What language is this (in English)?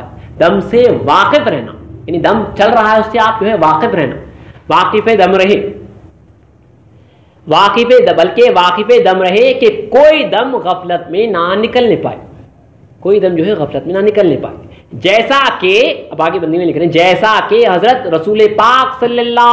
Urdu